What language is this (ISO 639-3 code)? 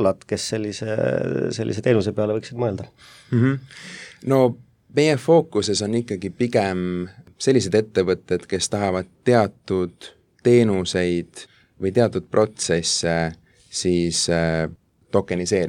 est